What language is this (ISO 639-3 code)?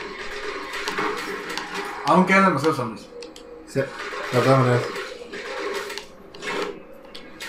spa